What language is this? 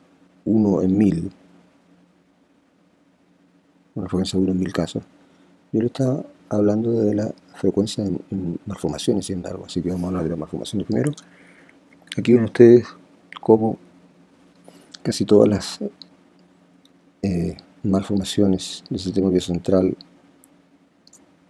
Spanish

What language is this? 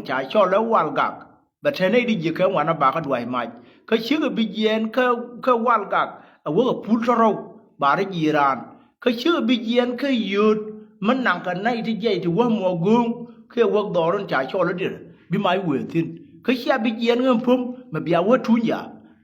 Nuer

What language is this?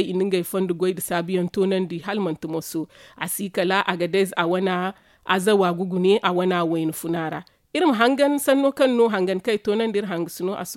Zarma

